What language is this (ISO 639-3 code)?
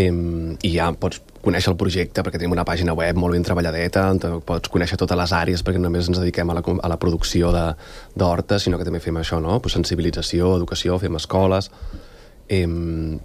cat